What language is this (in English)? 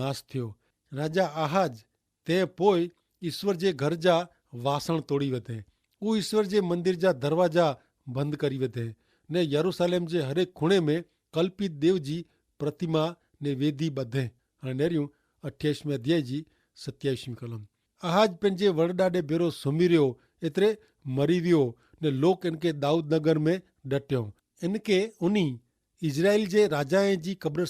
Kachhi